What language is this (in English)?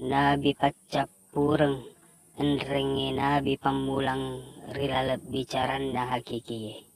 Buginese